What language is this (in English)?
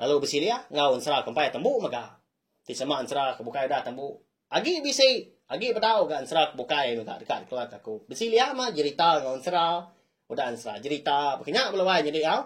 Iban